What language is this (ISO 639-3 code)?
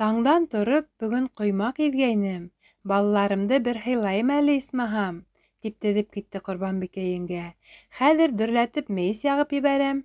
bak